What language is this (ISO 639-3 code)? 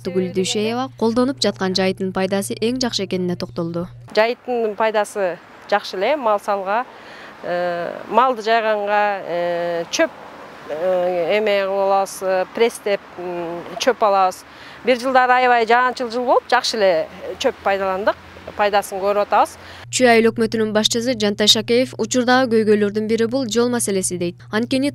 kir